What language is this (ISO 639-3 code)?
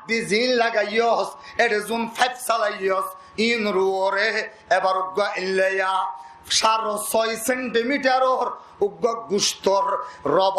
rhg